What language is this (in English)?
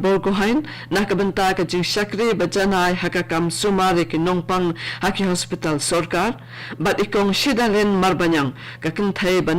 Khasi